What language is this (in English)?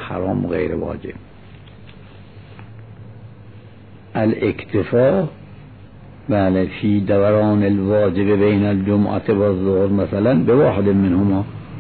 Persian